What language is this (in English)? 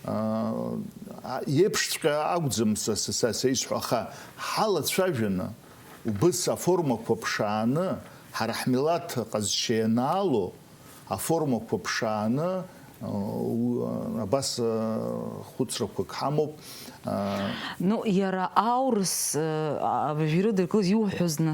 Abkhazian